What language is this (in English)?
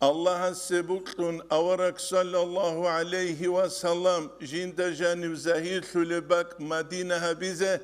Avaric